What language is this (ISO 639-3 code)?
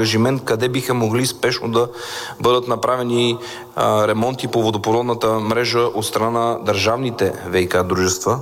bul